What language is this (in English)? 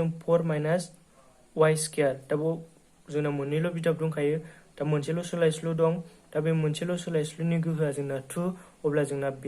Bodo